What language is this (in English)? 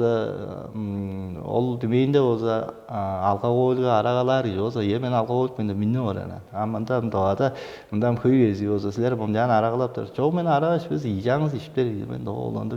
Tuvinian